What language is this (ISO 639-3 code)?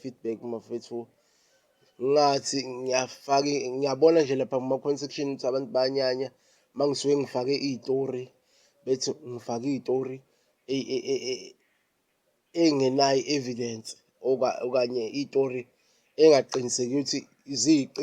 zul